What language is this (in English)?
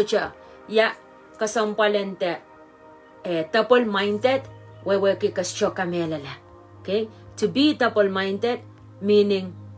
Pohnpeian